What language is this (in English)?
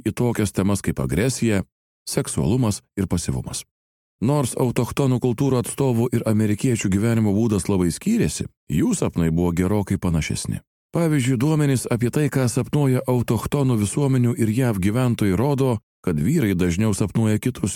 Lithuanian